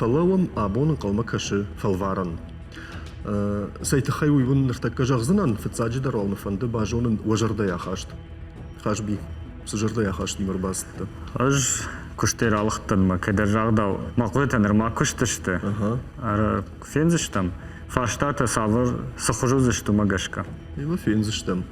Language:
Ossetic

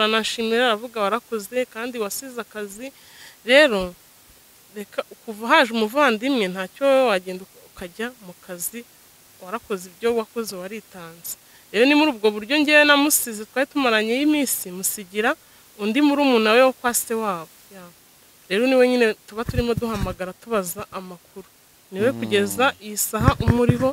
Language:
Kinyarwanda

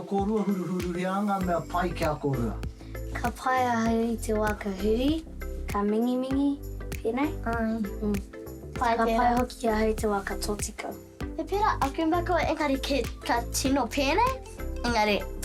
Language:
Māori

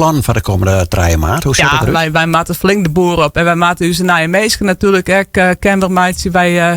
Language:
Western Frisian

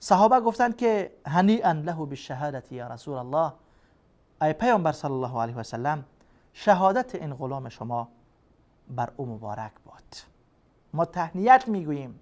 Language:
Persian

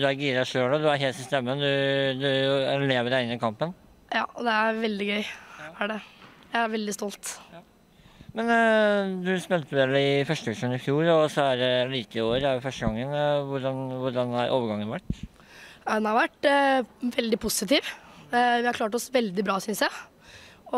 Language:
Norwegian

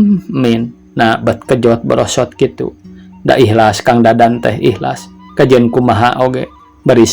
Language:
Sundanese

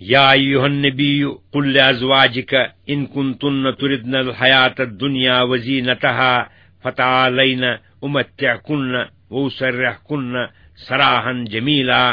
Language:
Kashmiri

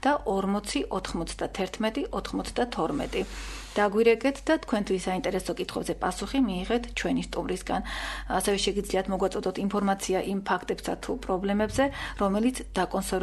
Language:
Georgian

